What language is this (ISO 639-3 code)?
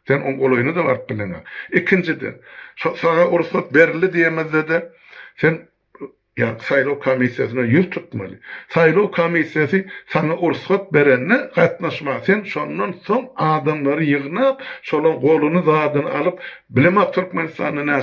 tuk